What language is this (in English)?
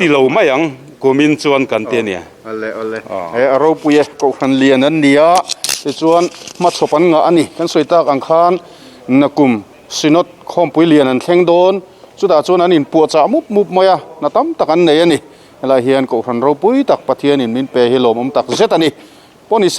Mizo